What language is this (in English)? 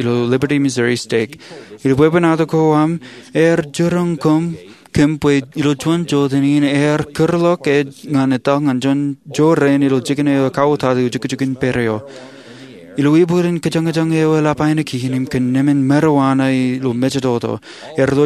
Marshallese